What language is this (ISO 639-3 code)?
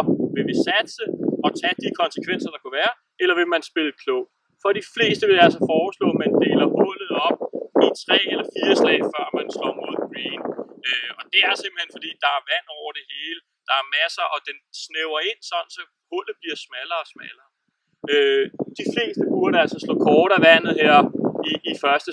dan